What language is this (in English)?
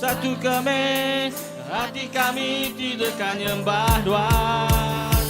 Iban